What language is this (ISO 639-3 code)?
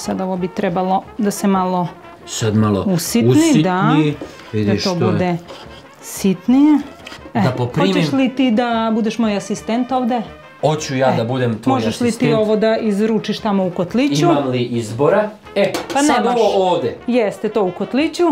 srp